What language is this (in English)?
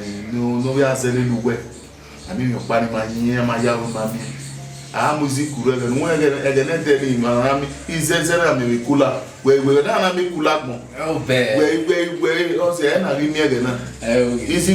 Bini